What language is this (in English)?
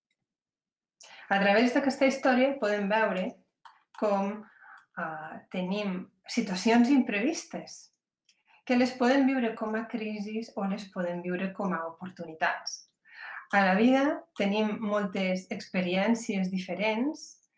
Catalan